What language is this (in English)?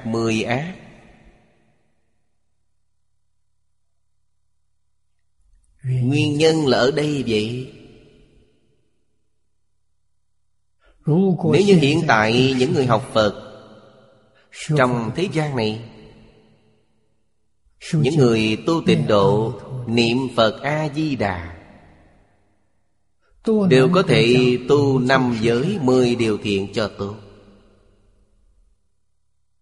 Vietnamese